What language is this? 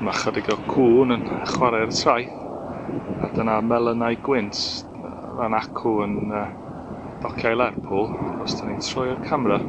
Welsh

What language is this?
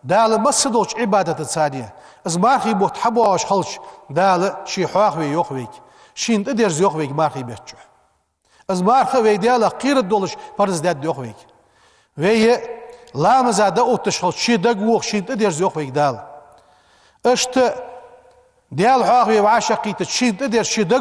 Ingush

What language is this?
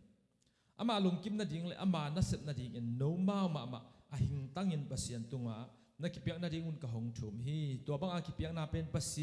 Tedim Chin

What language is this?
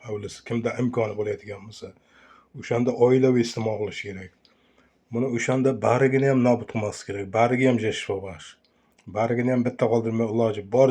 Uzbek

